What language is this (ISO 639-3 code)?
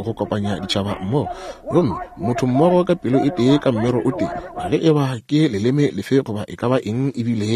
nso